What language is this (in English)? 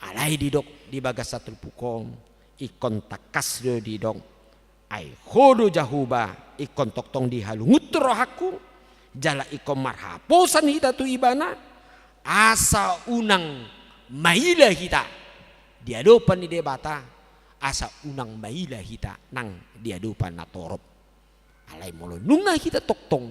Batak Toba